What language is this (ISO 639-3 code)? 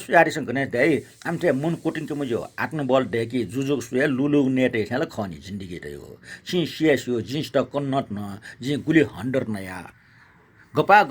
new